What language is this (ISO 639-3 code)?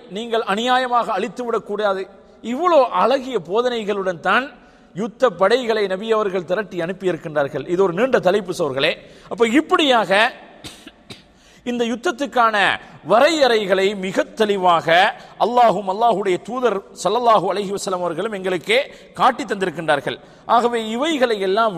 tam